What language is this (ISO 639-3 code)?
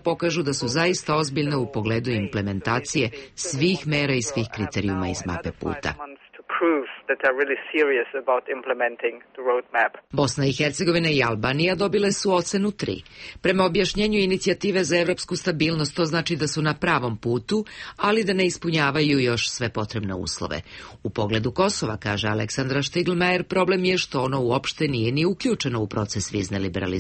srp